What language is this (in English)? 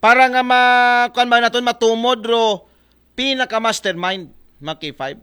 Aklanon